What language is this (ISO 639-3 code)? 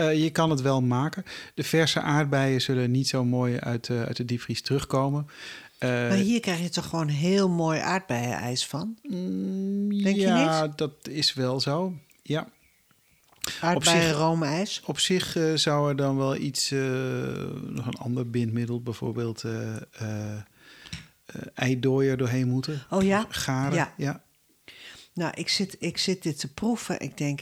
nld